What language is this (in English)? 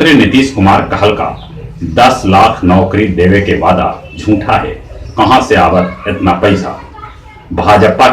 Magahi